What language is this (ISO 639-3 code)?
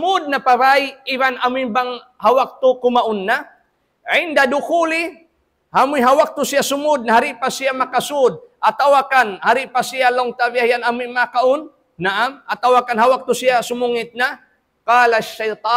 tsg